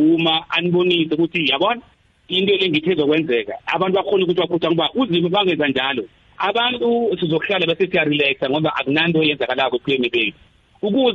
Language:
South Ndebele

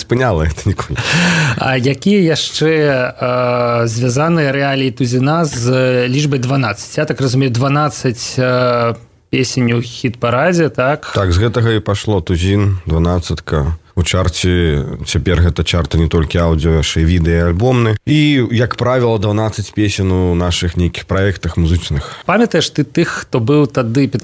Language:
Belarusian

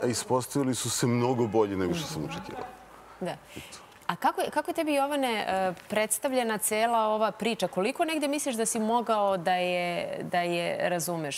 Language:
Serbian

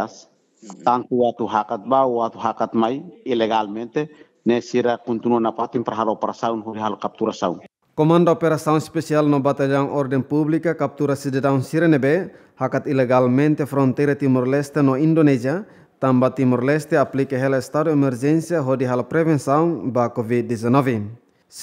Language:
Tetum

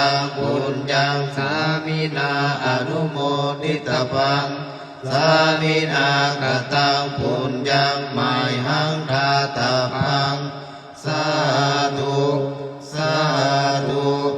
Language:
Pali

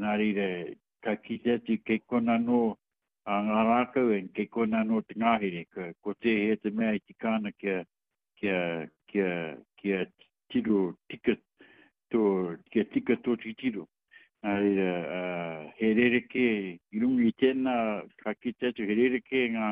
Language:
Māori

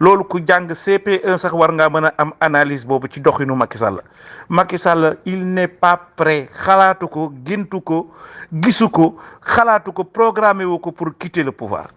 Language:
Wolof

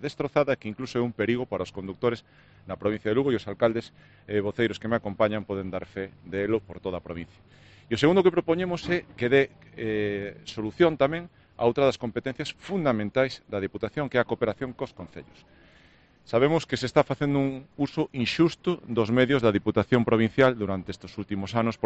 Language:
Galician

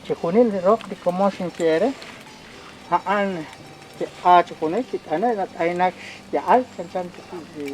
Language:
Kekchí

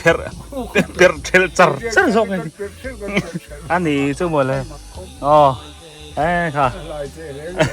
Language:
Biete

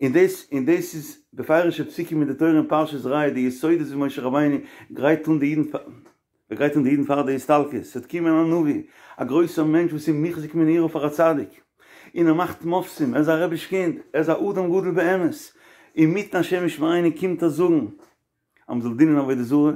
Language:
Yiddish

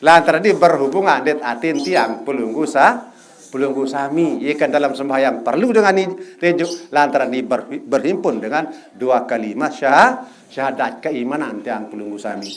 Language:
Sasak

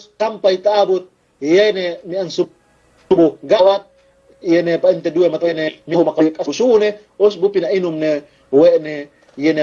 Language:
Yakan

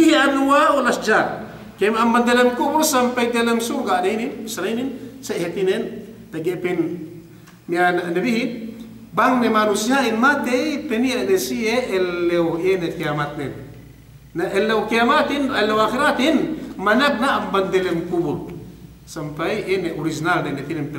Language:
Yakan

